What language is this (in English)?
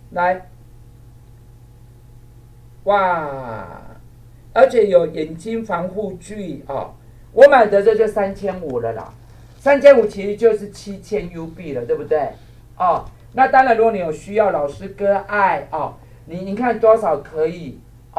Chinese